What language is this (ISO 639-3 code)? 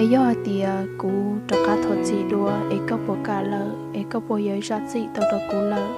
hmn